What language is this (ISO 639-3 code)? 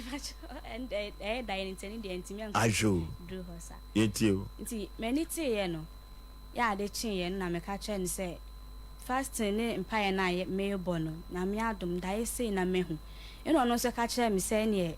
aka